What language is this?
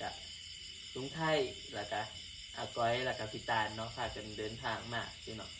Northeastern Thai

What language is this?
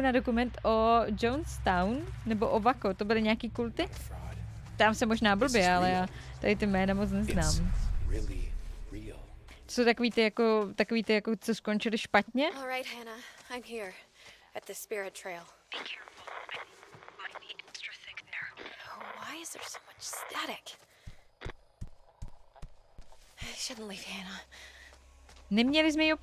Czech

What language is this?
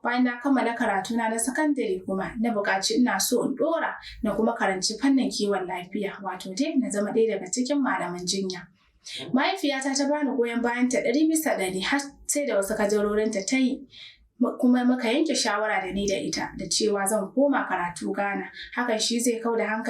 Hausa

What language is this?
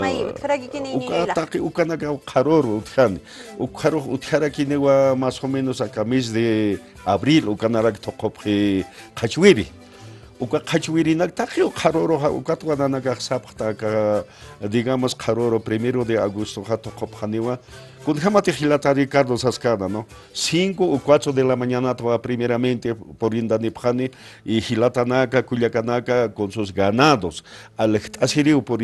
Aymara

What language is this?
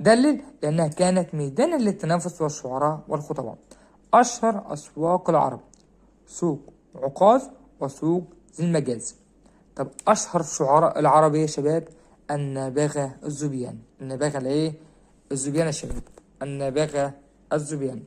Egyptian Arabic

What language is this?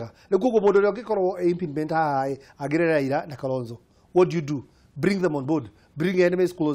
Kikuyu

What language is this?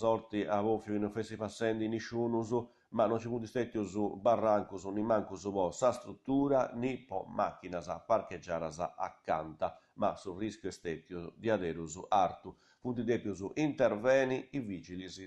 Sardinian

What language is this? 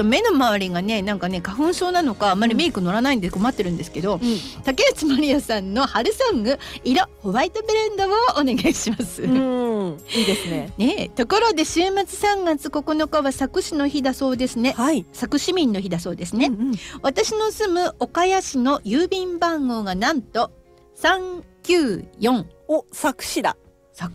Japanese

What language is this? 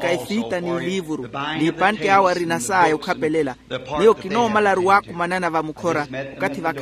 Makhuwa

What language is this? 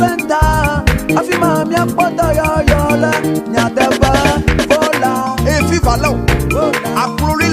Ewe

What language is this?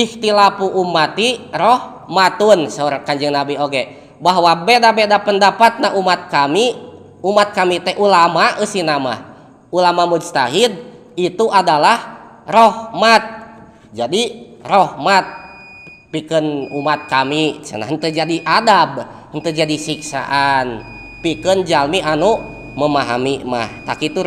Sundanese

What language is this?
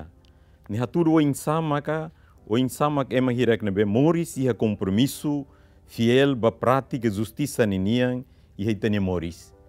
Tetum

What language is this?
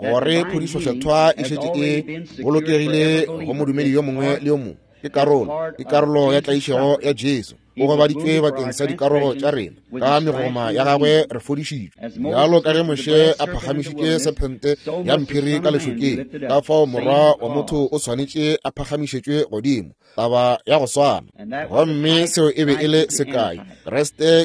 Northern Sotho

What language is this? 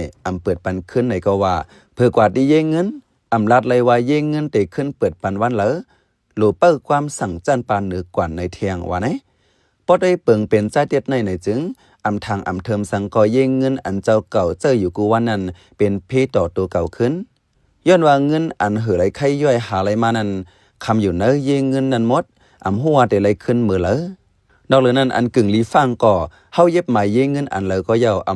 Shan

